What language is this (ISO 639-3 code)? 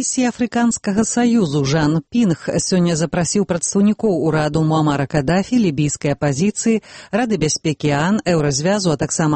bel